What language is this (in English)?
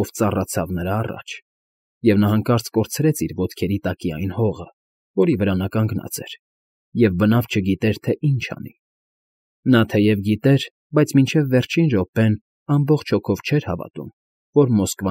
Armenian